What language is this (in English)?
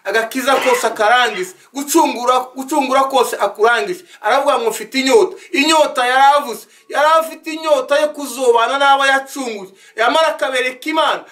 Kinyarwanda